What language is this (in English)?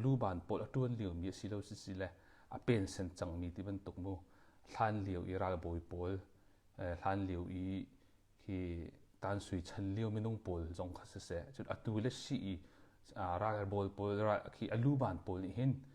Hakha Chin